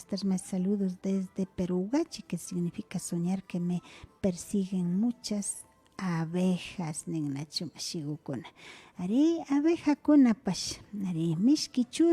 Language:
Imbabura Highland Quichua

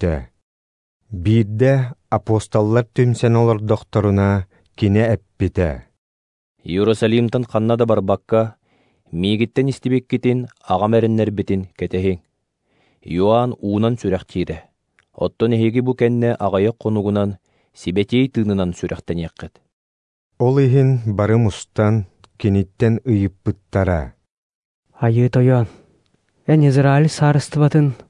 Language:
Yakut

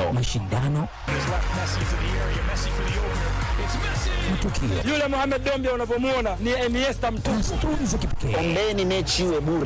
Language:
Swahili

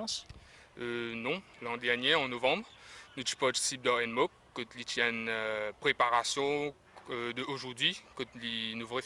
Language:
Morisyen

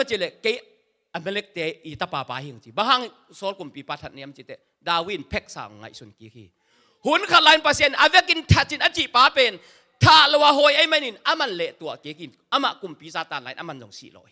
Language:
Tedim Chin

